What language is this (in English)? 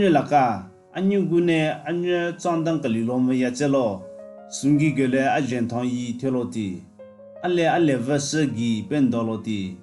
Southern Rengma Naga